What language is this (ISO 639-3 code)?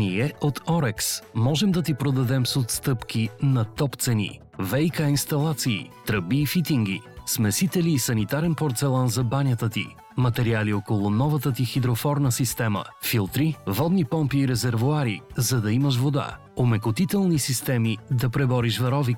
bul